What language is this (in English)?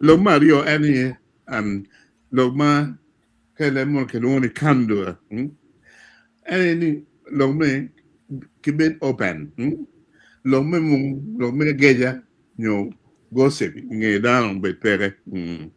Acoli